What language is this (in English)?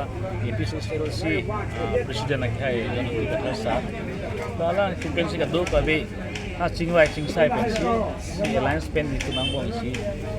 Karbi